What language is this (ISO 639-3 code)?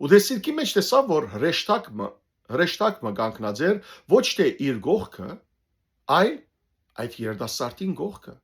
hyw